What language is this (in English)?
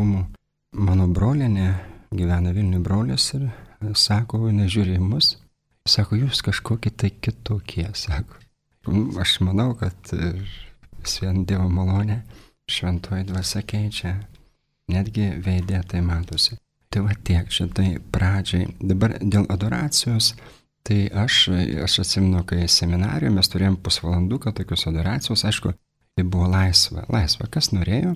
Lithuanian